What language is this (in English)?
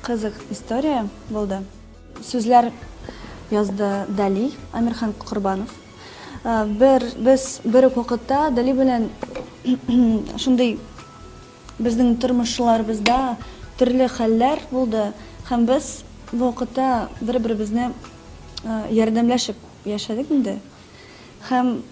Tatar